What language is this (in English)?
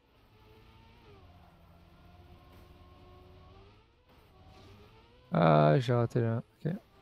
French